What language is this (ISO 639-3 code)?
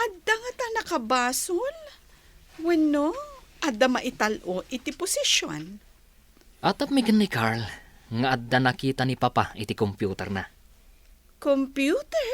ilo